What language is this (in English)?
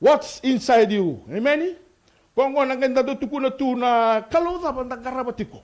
Fijian